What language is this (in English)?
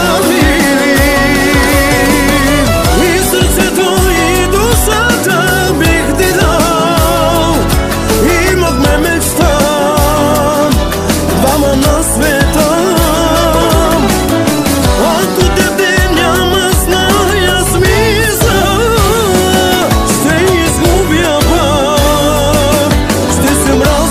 Bulgarian